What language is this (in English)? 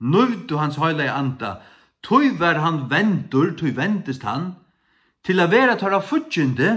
Faroese